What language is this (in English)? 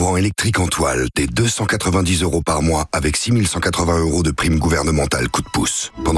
French